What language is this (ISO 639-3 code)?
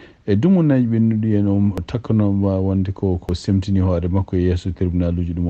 ful